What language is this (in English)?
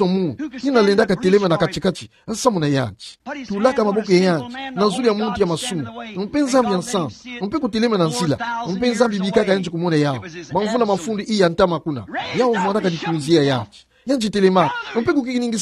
Kituba (Democratic Republic of Congo)